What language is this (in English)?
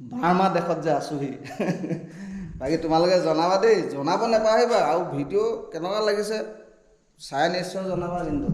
Assamese